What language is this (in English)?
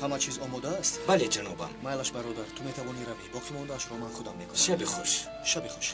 Tajik